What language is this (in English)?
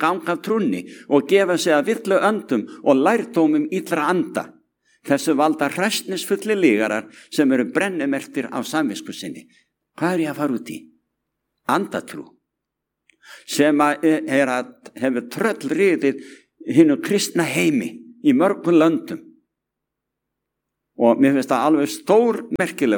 Icelandic